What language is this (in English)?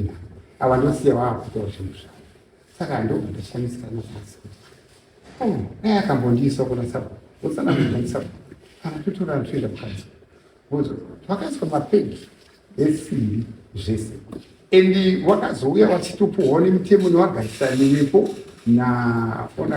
Shona